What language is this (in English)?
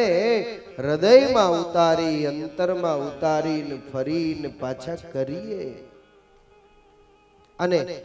Gujarati